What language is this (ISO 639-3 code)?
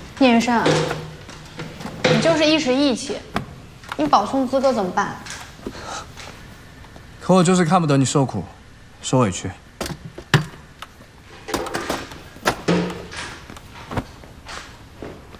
zho